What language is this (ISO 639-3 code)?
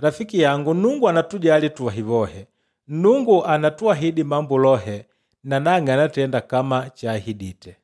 kde